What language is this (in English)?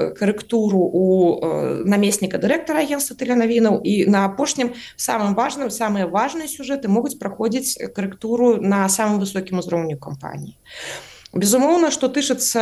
Belarusian